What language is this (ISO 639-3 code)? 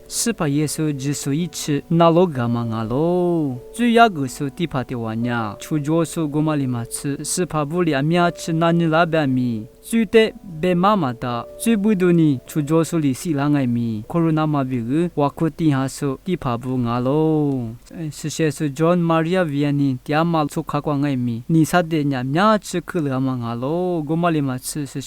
lis